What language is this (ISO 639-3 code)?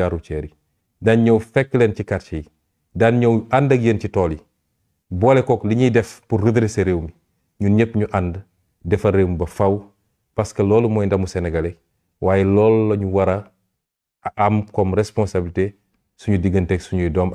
wol